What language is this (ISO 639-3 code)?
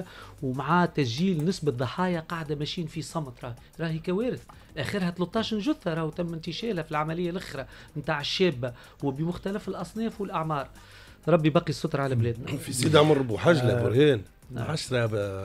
aeb